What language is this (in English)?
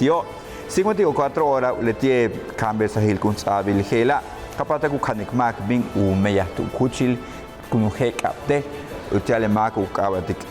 Yucateco